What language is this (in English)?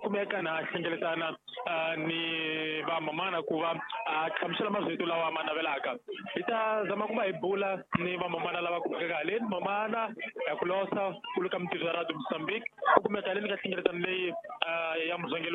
Tsonga